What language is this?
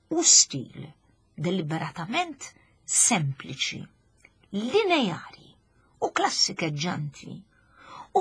Maltese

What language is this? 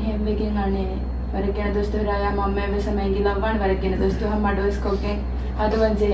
Divehi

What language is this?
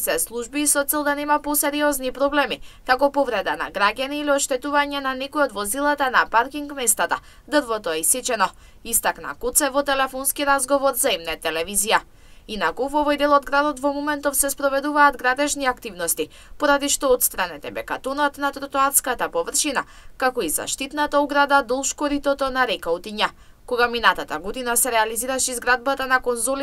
Macedonian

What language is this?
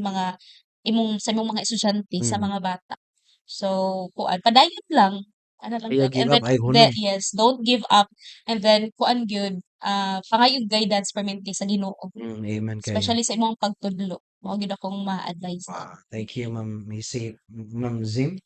Cebuano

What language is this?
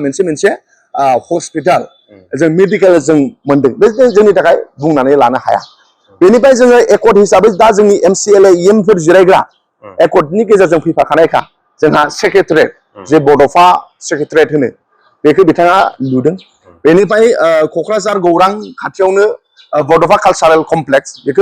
Bodo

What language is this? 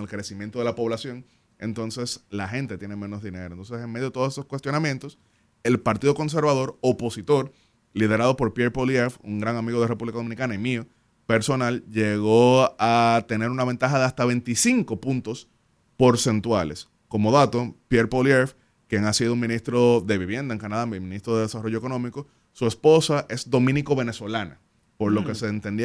Spanish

